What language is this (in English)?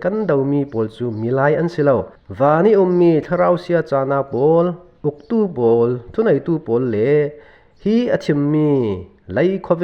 Falam Chin